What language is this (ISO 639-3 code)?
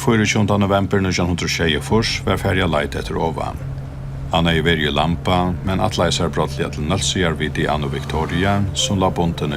fao